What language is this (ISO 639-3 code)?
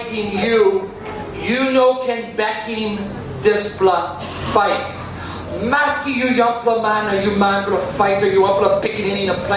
tpi